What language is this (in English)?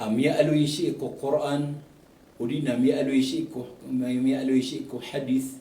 Maranao